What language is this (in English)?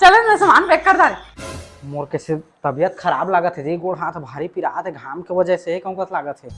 Chhattisgarhi